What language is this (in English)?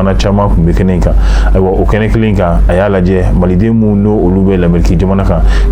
Bambara